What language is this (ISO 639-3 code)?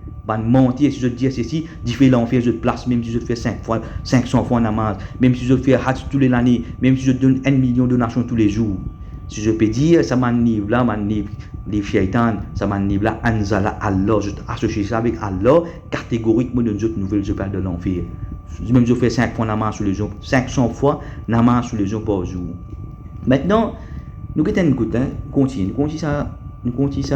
mfe